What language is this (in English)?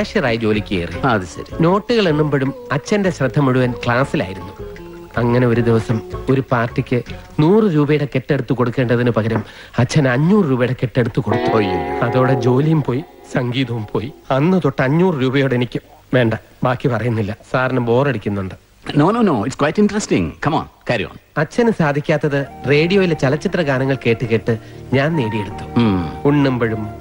Malayalam